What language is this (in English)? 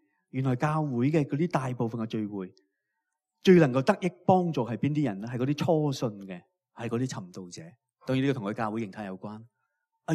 Cantonese